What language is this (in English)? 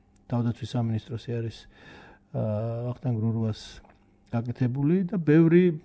Georgian